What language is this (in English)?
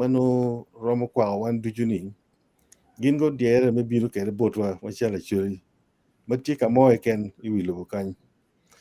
Acoli